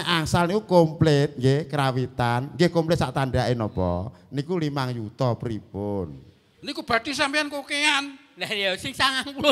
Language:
Javanese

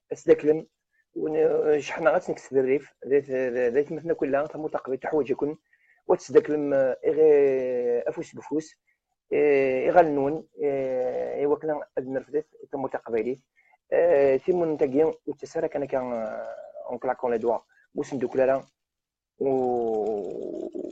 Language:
Kabyle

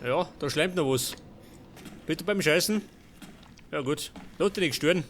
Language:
Bavarian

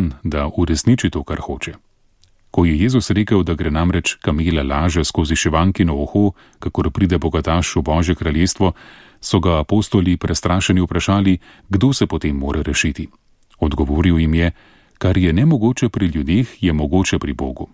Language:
Slovenian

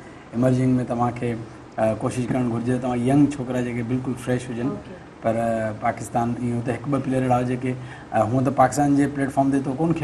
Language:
Sindhi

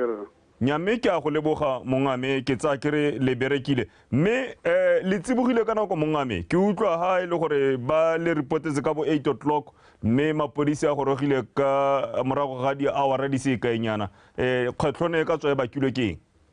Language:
Tswana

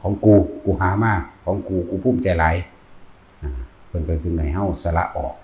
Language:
Lao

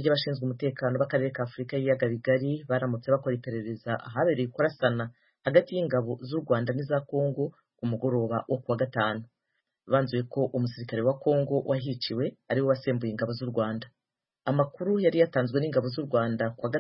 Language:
Kinyarwanda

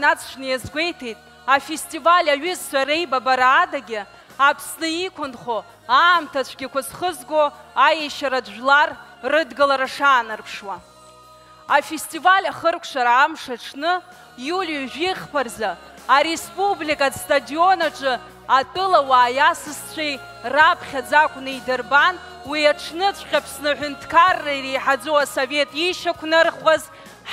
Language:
Abkhazian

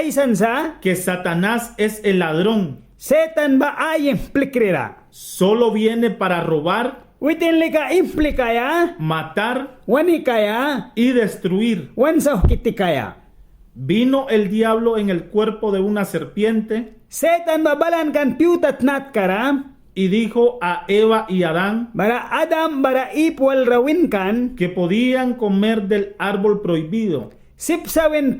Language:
Mískito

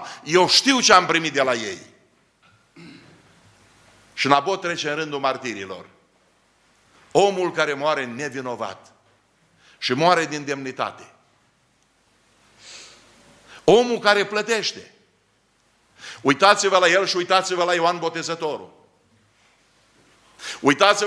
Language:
Romanian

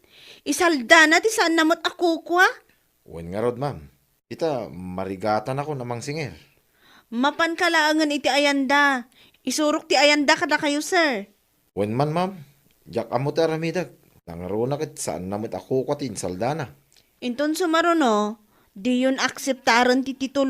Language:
Iloko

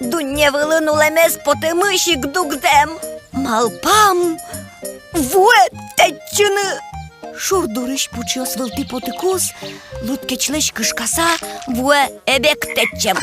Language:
Udmurt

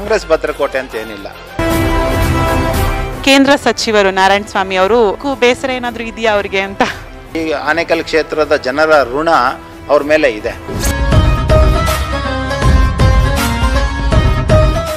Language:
Kannada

